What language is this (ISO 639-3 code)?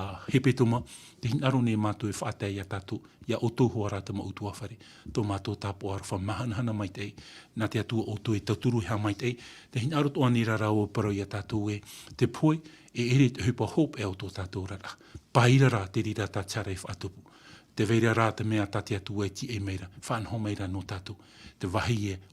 tah